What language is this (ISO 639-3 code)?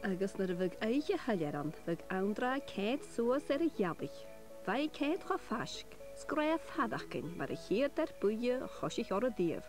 gla